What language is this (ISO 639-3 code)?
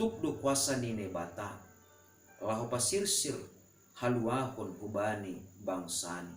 bts